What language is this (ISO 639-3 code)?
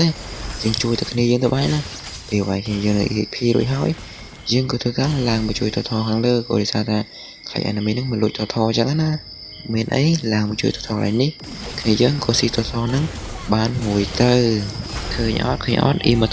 khm